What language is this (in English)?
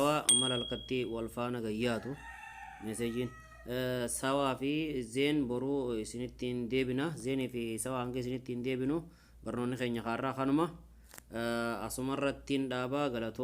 Oromo